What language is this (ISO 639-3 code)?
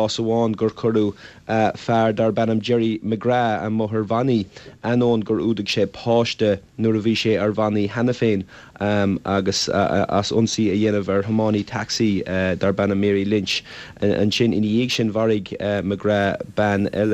gle